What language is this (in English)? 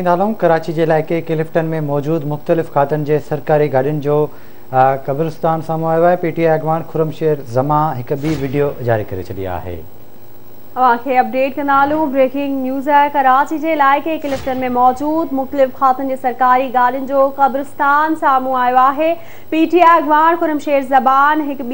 Sindhi